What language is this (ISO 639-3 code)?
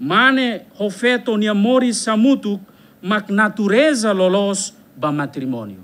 tet